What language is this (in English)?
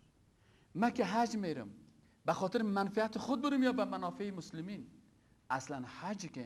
Persian